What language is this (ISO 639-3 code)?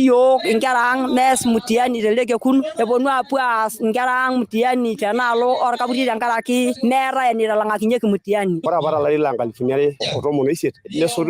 mas